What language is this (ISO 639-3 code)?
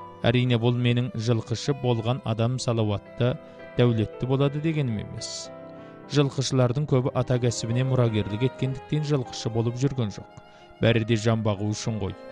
kaz